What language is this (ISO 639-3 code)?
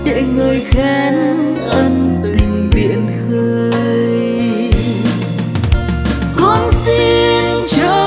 vie